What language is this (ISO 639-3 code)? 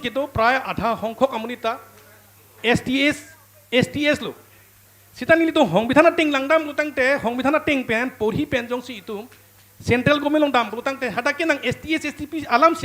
mjw